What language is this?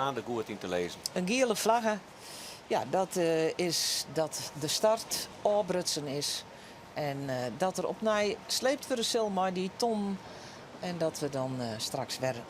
Western Frisian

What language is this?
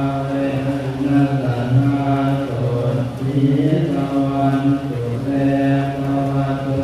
Pali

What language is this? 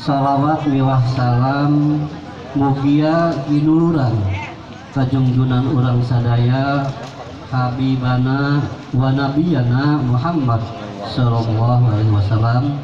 Sundanese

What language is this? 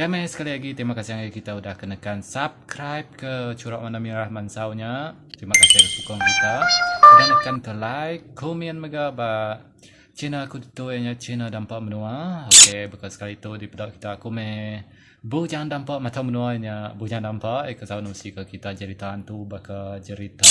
Iban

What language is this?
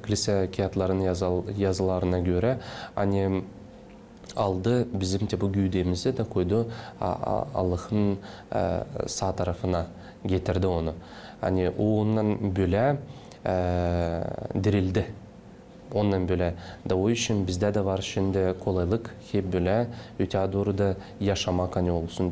Gagauz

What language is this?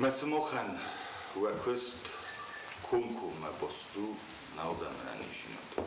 Ossetic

